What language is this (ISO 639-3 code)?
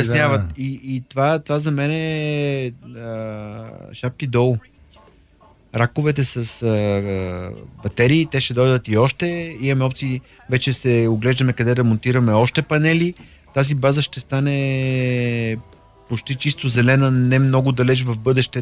bul